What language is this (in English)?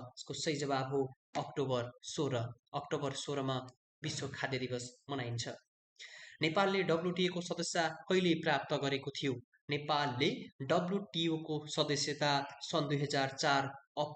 Nepali